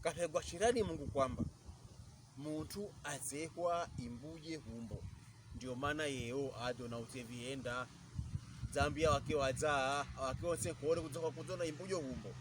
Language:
Pokomo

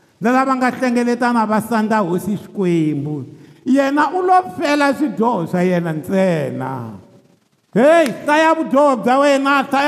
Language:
Tsonga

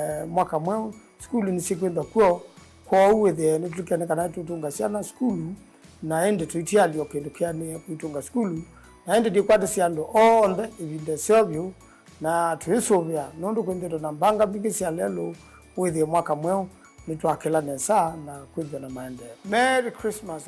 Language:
Kamba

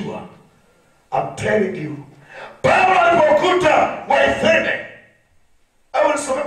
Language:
Swahili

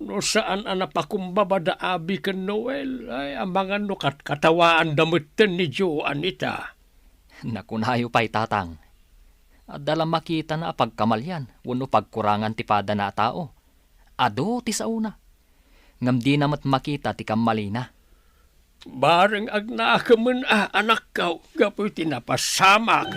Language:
Iloko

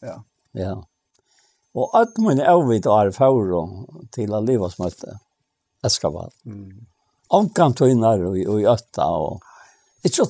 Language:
Faroese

